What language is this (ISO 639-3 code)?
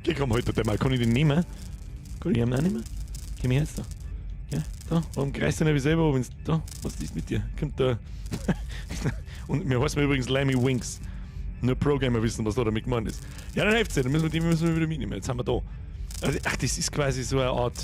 bar